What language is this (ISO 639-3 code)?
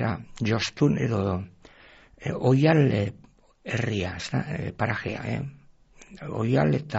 eus